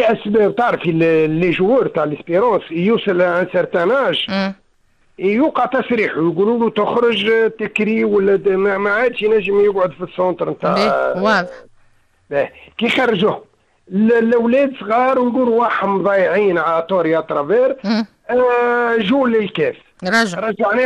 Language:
Tunisian Arabic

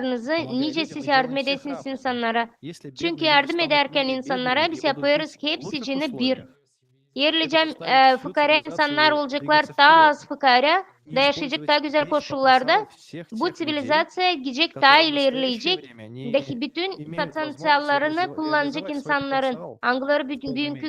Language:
Gagauz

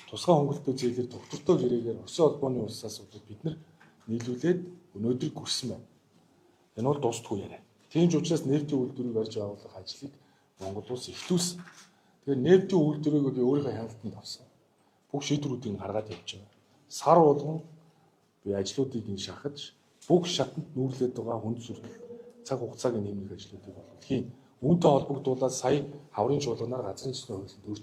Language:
Mongolian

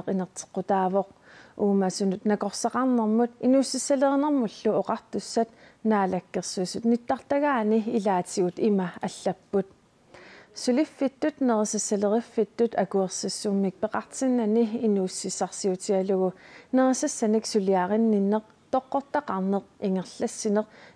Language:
Kalaallisut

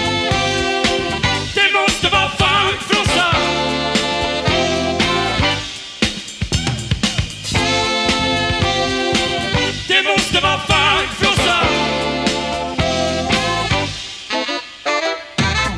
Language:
Swedish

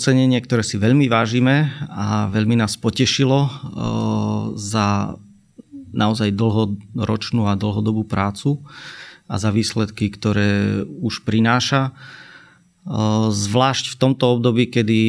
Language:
Slovak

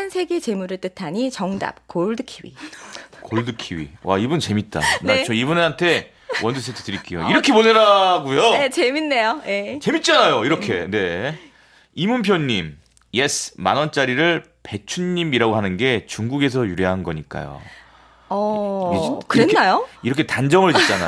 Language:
Korean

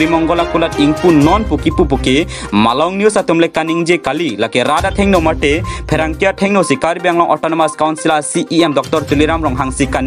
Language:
Karbi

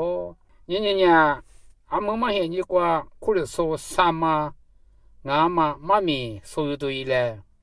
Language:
Lisu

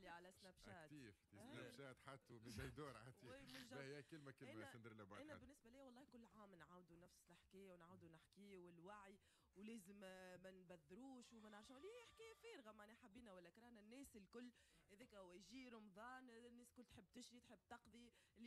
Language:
Tunisian Arabic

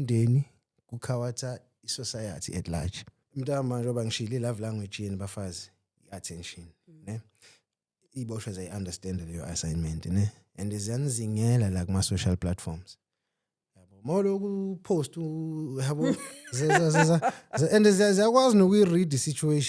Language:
Zulu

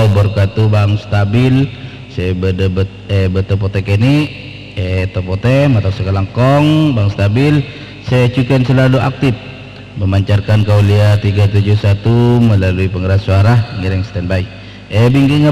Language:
Madurese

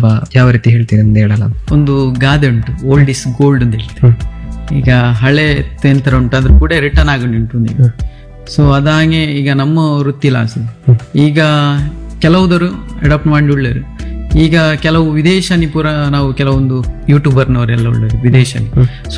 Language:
Kannada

